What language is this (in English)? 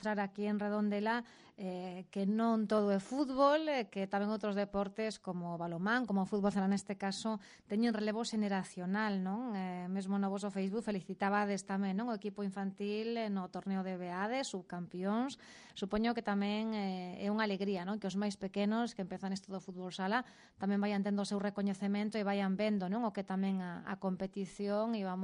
Galician